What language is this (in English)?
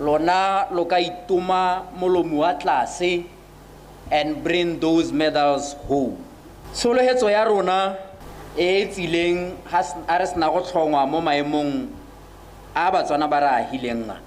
Tswana